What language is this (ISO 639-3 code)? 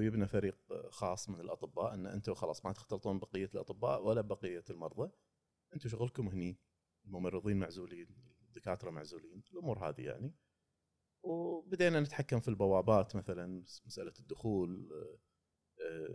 afb